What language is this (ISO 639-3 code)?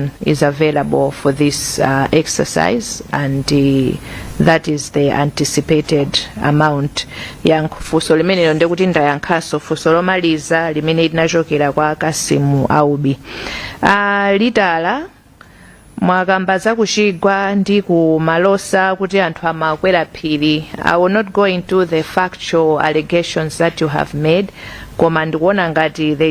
nya